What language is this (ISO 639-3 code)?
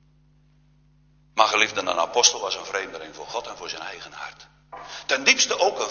nld